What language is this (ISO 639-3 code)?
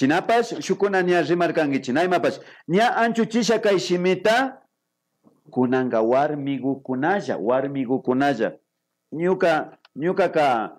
qvi